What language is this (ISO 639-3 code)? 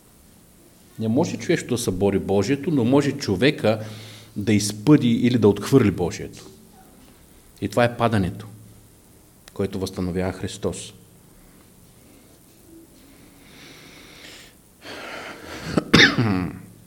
bul